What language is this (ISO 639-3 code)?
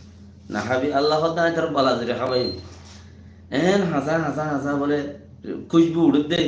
rhg